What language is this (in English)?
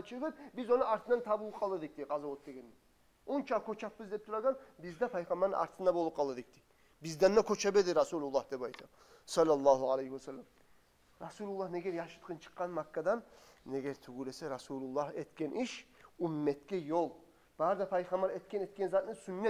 Kumyk